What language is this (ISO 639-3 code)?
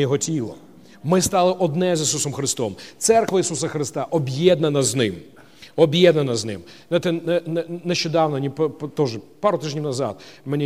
ukr